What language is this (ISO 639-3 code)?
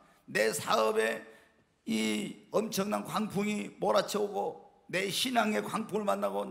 kor